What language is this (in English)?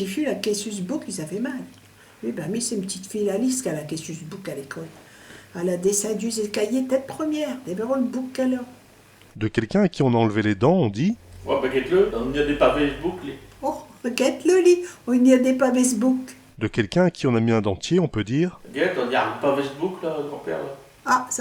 Picard